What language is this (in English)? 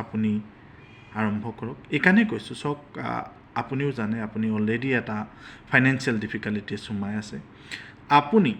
Assamese